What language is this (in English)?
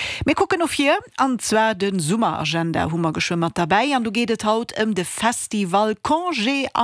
Luxembourgish